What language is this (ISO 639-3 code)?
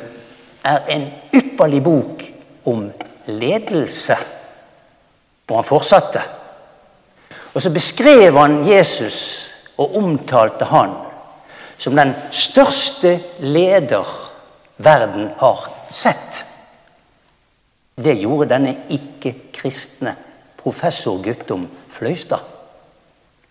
nor